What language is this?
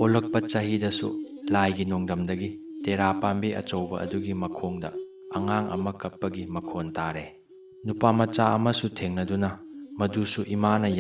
Manipuri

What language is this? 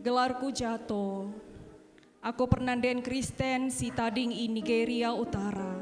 Batak Karo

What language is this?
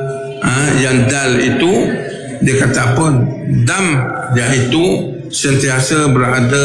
Malay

